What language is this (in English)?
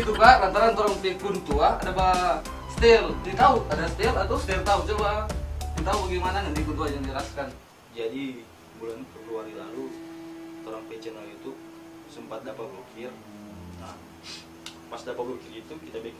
Manado Malay